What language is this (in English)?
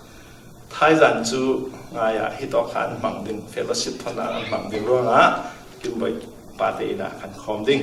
Falam Chin